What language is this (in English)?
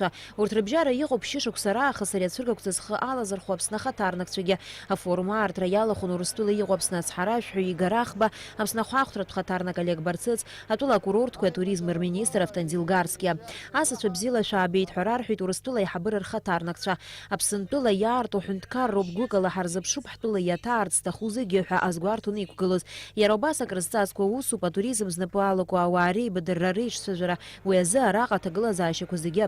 Abkhazian